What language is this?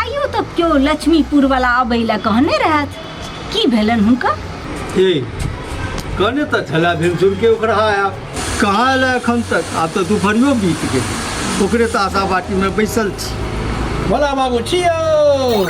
Maithili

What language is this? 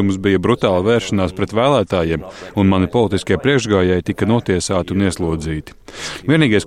Latvian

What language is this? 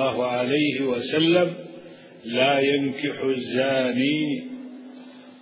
Arabic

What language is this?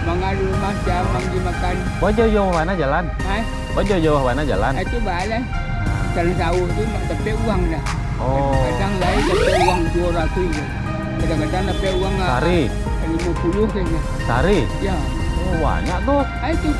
Minangkabau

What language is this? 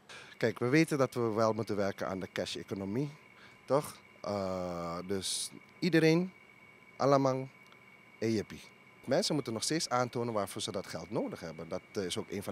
Dutch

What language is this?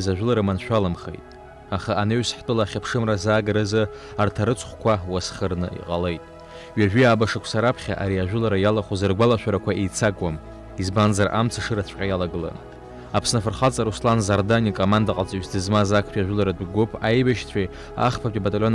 Abkhazian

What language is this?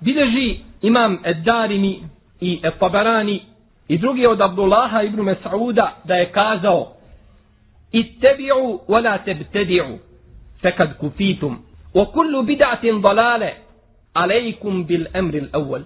Bosnian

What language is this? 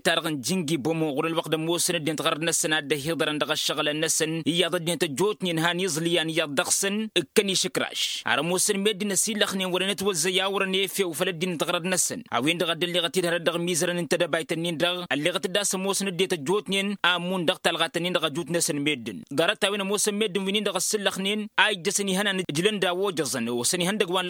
Tamasheq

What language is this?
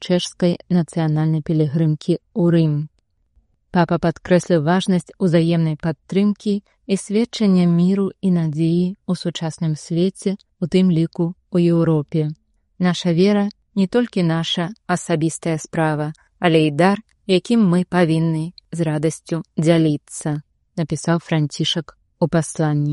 Belarusian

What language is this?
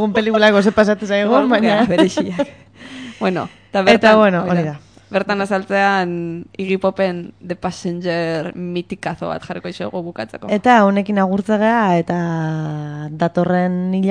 Basque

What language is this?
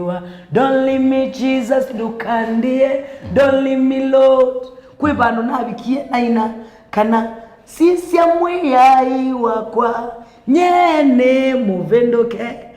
Kamba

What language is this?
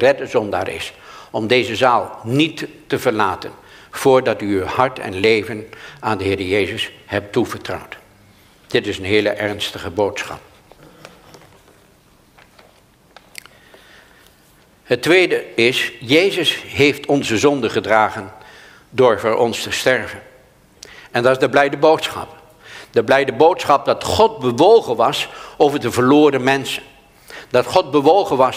Dutch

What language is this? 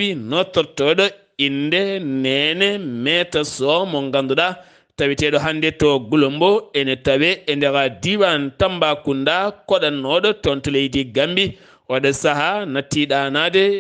Fula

